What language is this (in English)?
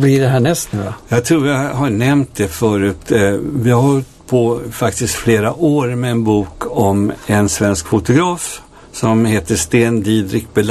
Swedish